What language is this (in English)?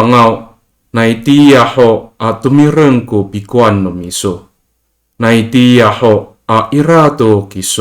Amis